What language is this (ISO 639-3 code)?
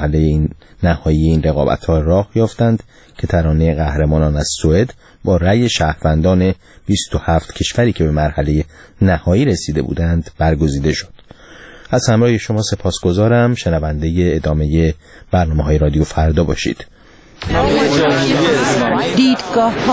fas